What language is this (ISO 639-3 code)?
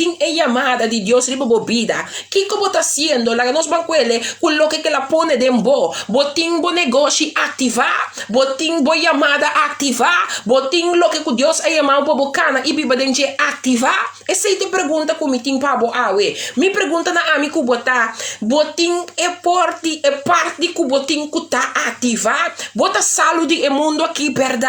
pap